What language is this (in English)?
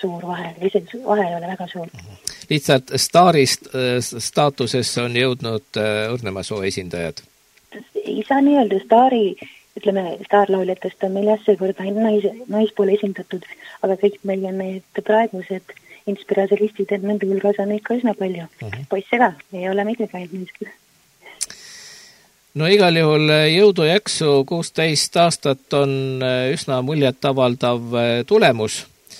Estonian